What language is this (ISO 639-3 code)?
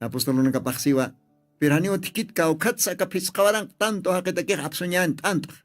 aym